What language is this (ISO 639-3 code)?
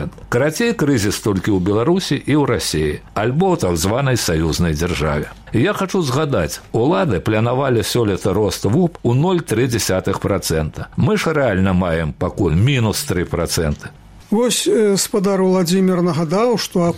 bel